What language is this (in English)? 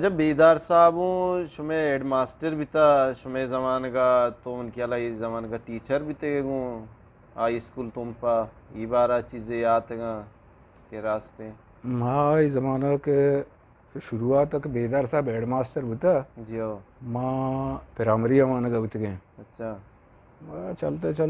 Eastern Balochi